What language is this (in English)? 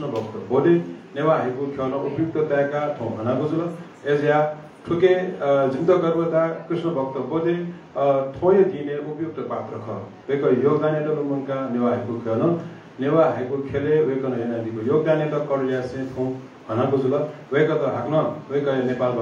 Newari